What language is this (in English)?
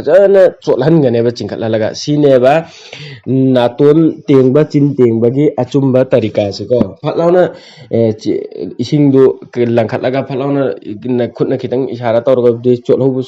Manipuri